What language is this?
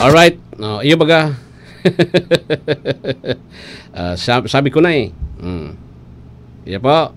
Bikol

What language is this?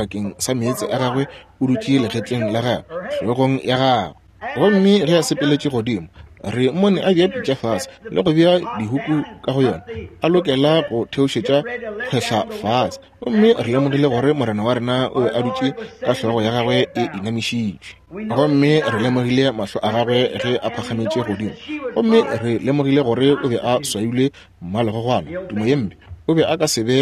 Northern Sotho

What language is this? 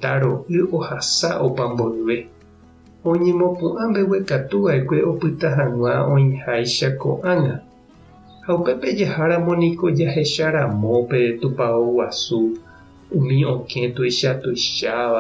Guarani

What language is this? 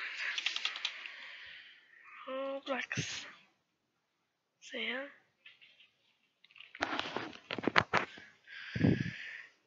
Danish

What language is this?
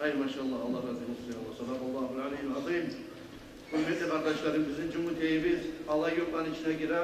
Kumyk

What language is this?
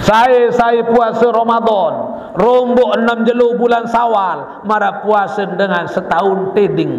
Sasak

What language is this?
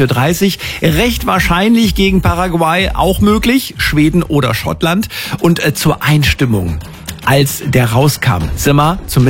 German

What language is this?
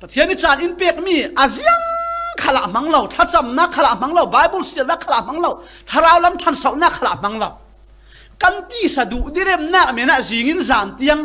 Falam Chin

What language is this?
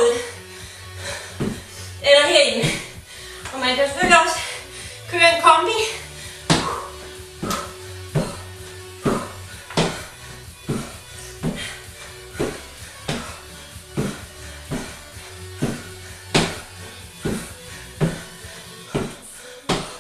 Danish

